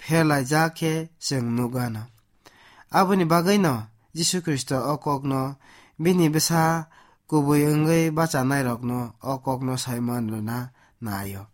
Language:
Kok Borok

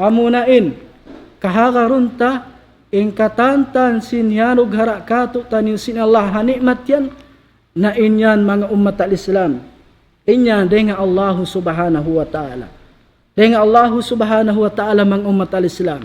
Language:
Tausug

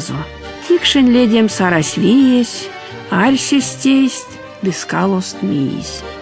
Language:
Erzya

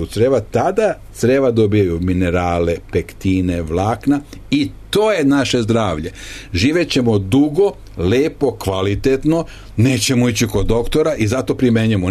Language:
Serbian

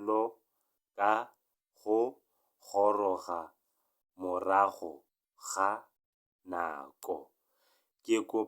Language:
Tswana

